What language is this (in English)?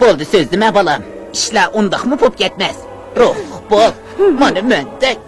Uyghur